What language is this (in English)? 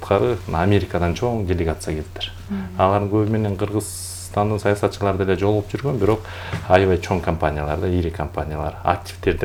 Kyrgyz